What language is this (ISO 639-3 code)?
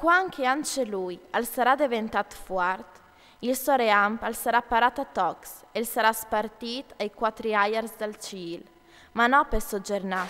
fur